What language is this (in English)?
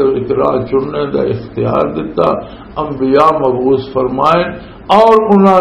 Western Panjabi